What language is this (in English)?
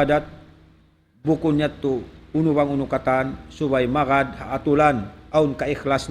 Tausug